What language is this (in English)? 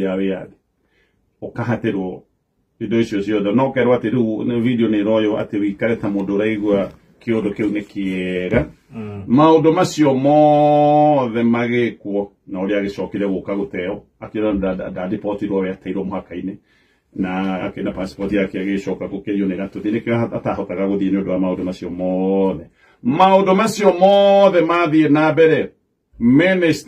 Kikuyu